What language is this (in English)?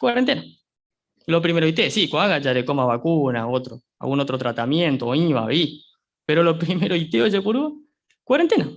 Guarani